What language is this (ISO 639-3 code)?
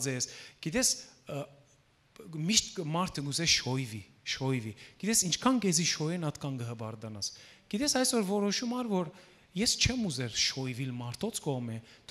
hyw